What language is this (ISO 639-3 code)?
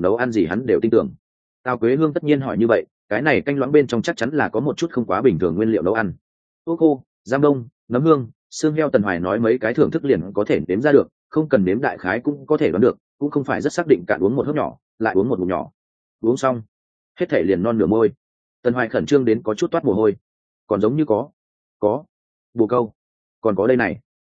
vie